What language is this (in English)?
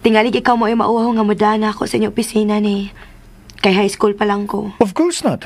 Cebuano